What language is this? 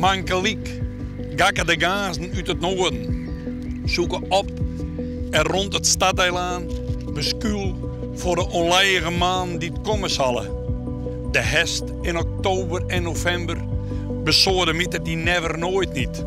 Western Frisian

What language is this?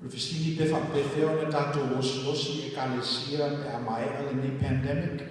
Samoan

